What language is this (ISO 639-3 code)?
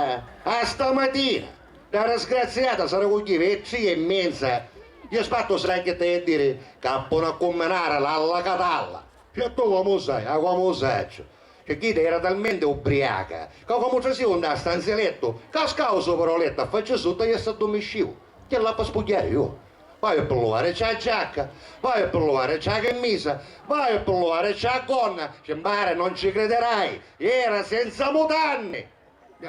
scn